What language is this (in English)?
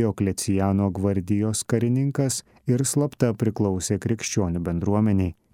Lithuanian